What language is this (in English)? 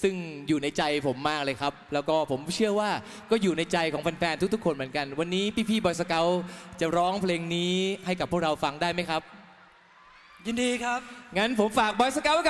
Thai